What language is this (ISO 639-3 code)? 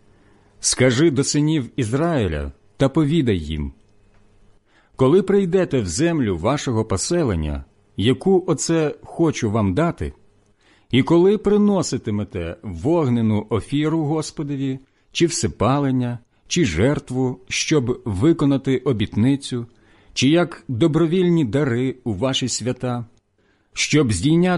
ukr